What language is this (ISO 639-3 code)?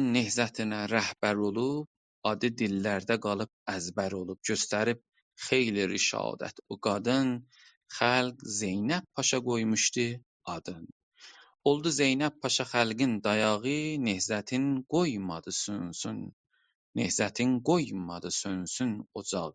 azb